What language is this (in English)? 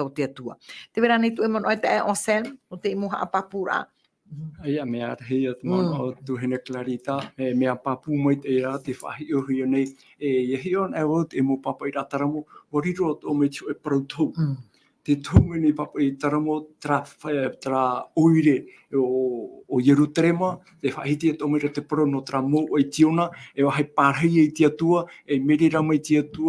Tahitian